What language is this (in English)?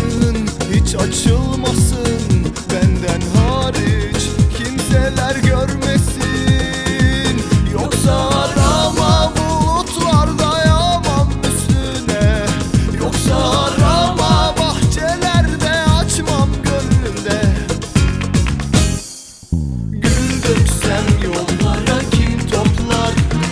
Turkish